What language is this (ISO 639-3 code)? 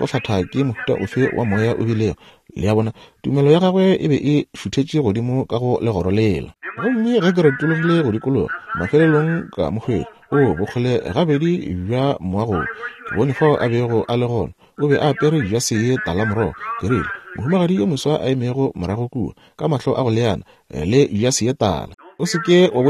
nso